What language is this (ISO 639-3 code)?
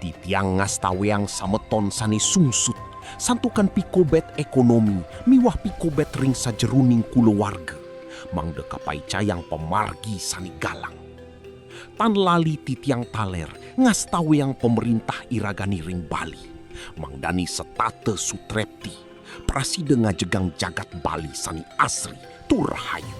ban